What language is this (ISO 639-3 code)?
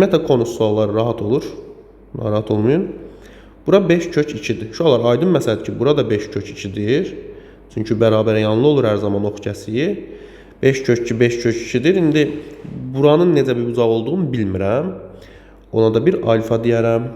aze